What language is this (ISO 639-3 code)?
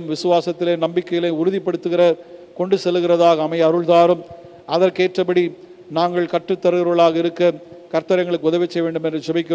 tam